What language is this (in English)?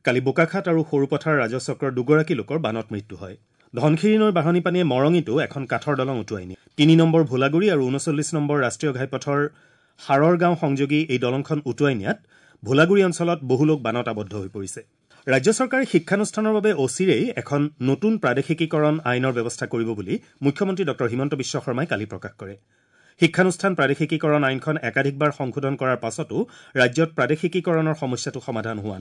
Assamese